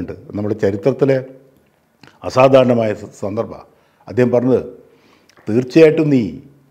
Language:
Malayalam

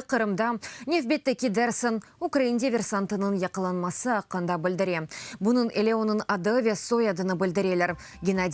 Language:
Crimean Tatar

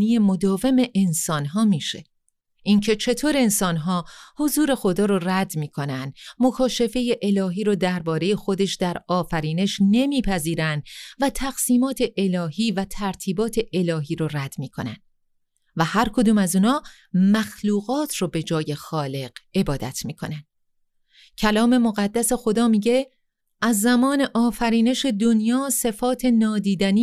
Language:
Persian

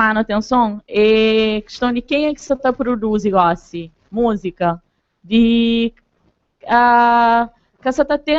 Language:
Kabuverdianu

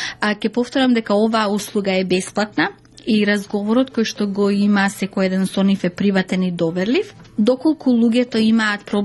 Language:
Macedonian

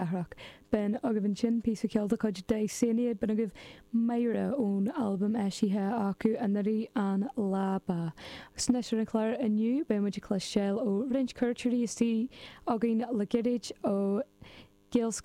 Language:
Irish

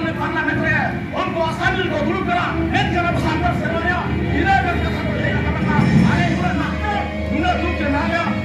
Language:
Santali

